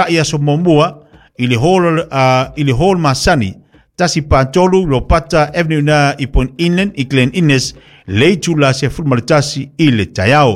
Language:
Samoan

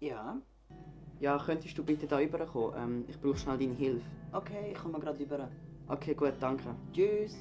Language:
Swiss German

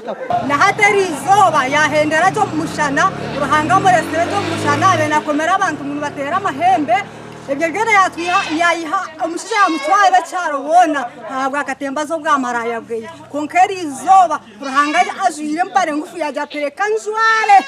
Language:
Nyankole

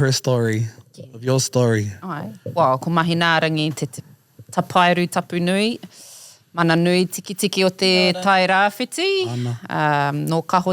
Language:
Māori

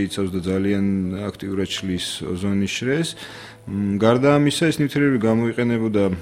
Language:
Georgian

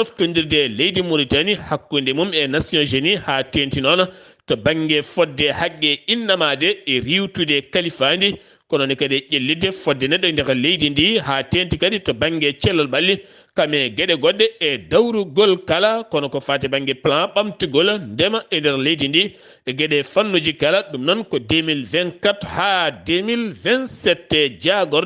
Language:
Fula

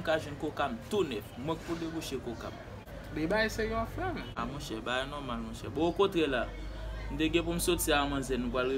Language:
Haitian Creole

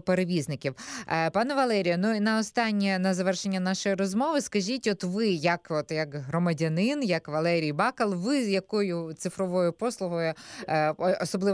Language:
Ukrainian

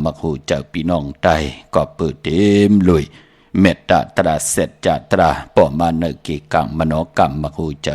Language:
Shan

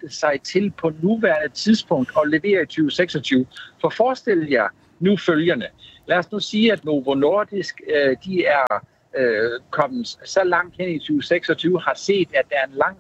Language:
Danish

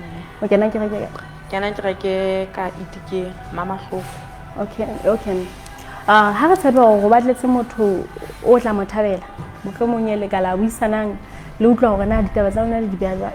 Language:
Southern Sotho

